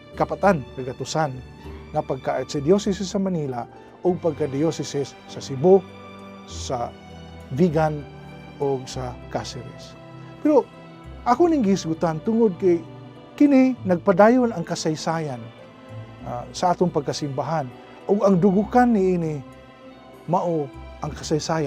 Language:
Cebuano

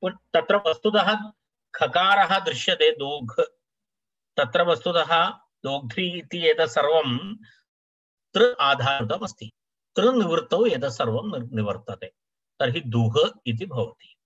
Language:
Sanskrit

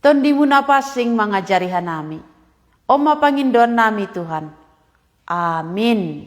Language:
Batak Simalungun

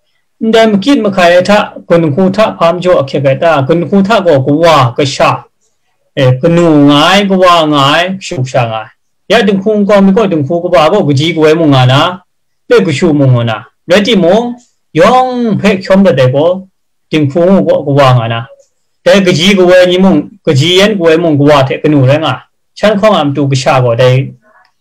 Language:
Kachin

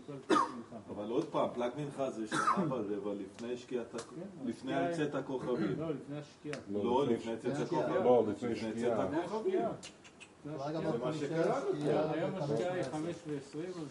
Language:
Hebrew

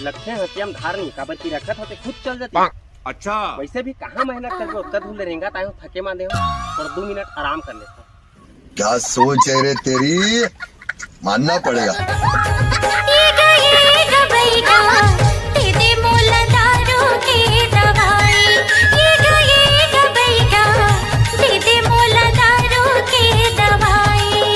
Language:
Chhattisgarhi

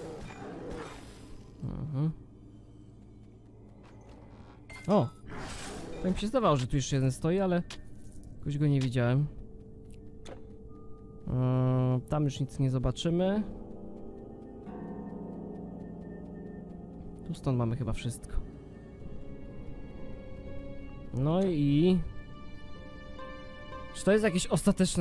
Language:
Polish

